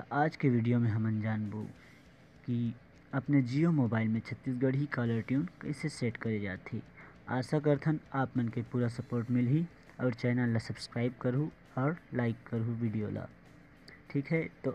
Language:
Chhattisgarhi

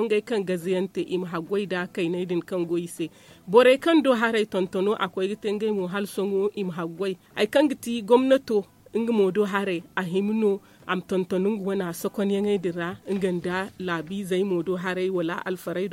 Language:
Zarma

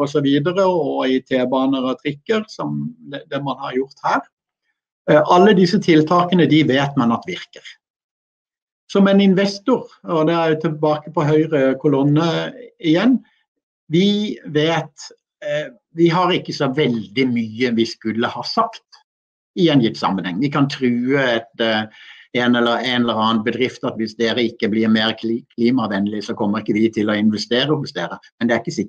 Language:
Norwegian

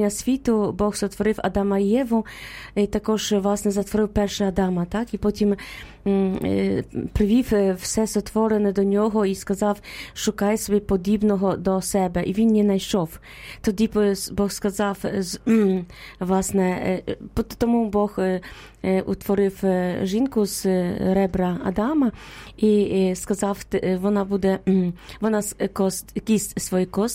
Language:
Ukrainian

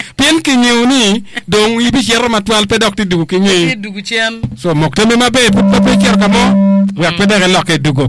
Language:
Acoli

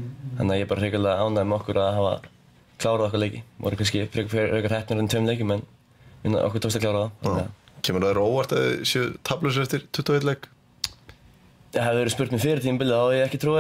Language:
Icelandic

